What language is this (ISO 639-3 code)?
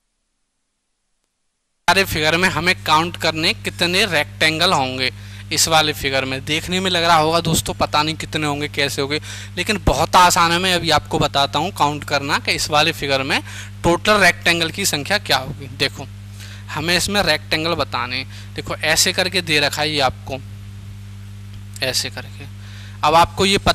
hin